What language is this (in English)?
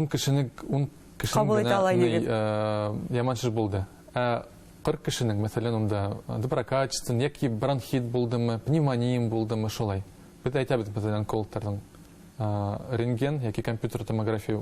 Bashkir